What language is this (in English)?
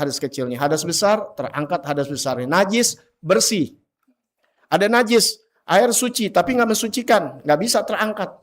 Betawi